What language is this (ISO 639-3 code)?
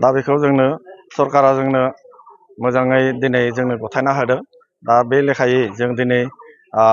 brx